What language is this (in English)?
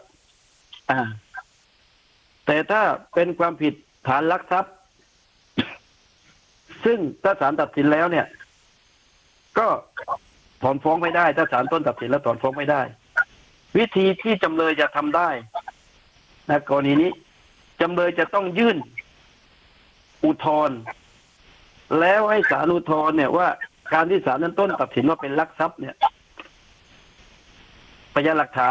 Thai